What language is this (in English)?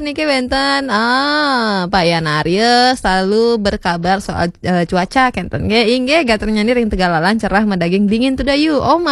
Balinese